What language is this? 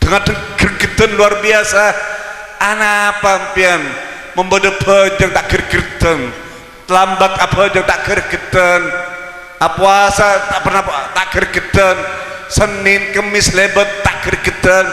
Madurese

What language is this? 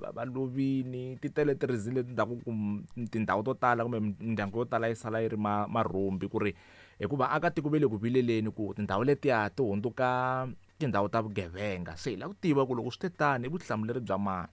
Tsonga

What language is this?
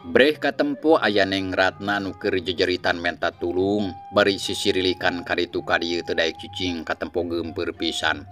Sundanese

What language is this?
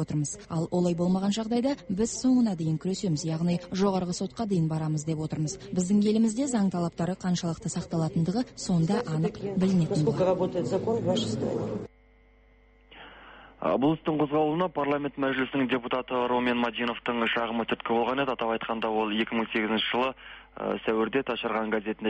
Kazakh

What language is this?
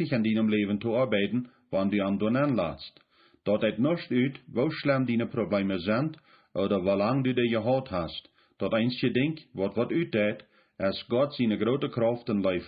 Plautdietsch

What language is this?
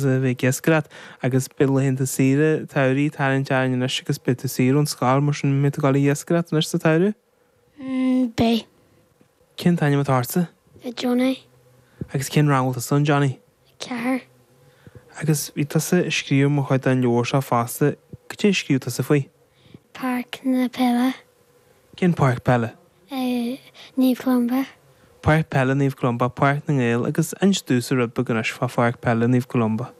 Irish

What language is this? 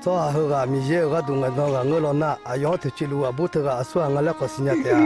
Akha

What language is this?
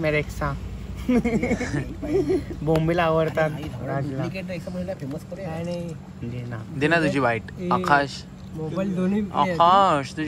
Marathi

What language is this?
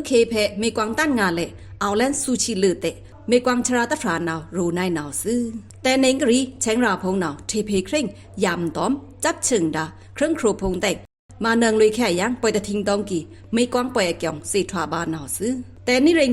Pa'o Karen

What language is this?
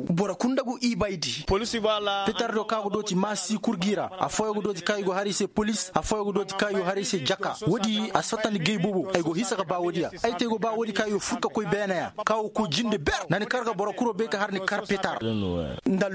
Koyraboro Senni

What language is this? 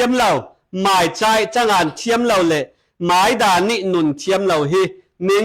Falam Chin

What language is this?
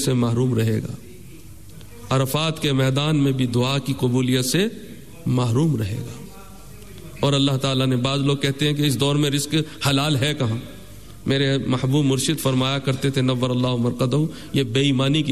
Urdu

